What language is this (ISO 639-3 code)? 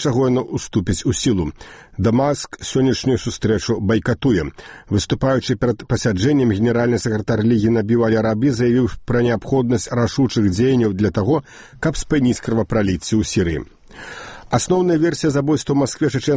bel